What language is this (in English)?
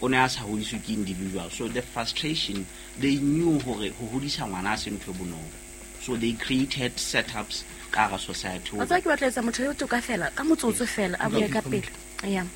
Southern Sotho